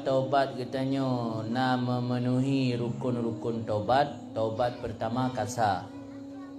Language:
Achinese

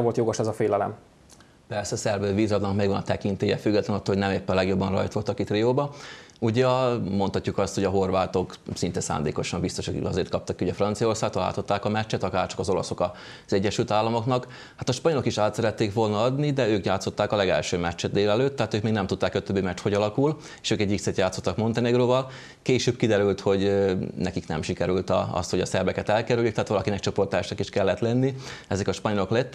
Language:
Hungarian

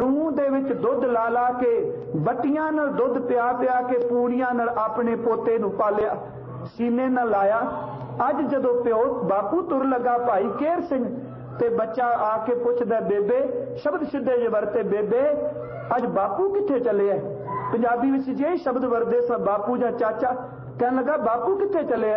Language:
Punjabi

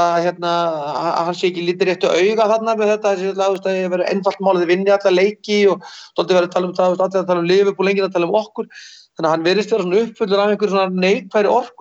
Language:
Icelandic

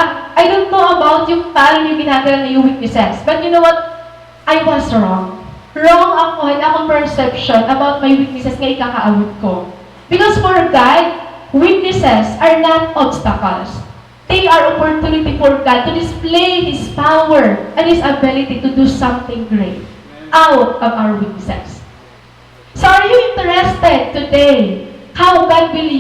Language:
Waray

